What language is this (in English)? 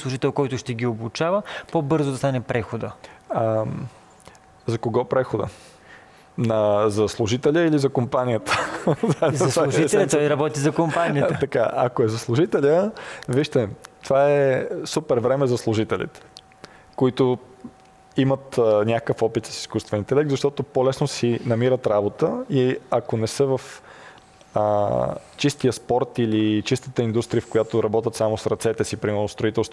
Bulgarian